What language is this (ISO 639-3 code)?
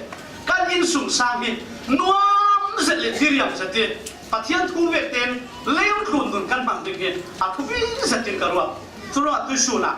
cfm